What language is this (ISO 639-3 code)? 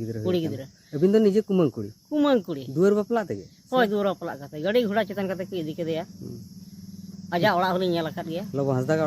sat